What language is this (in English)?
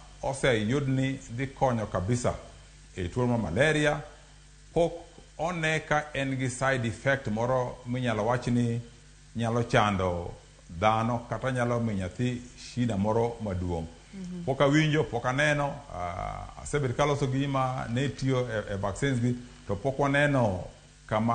Luo (Kenya and Tanzania)